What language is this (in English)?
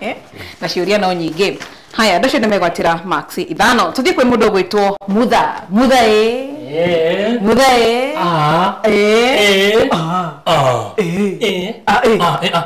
Kikuyu